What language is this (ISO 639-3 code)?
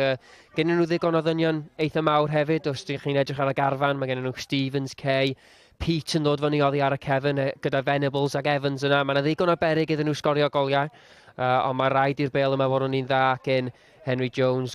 cym